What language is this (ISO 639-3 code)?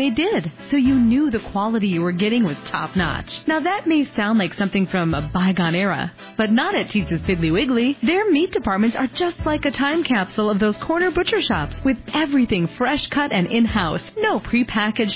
eng